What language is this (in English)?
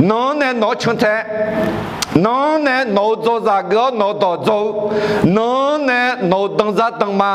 Akha